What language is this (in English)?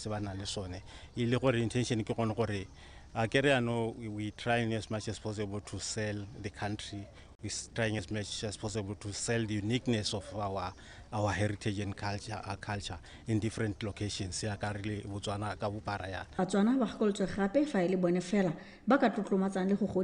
Tswana